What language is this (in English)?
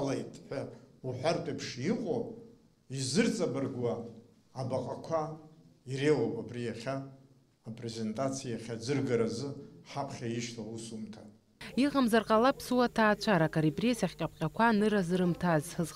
Abkhazian